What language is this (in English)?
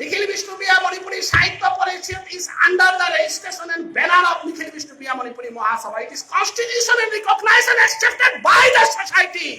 Bishnupriya